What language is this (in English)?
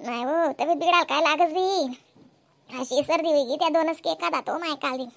Khandesi